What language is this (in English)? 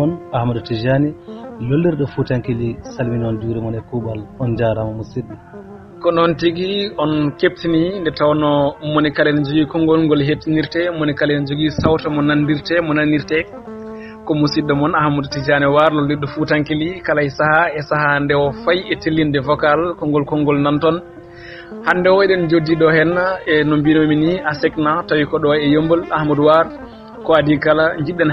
Fula